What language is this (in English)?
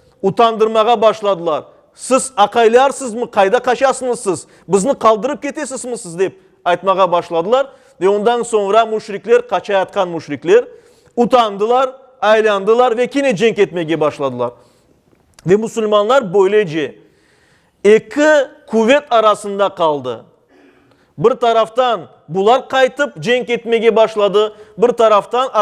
Crimean Tatar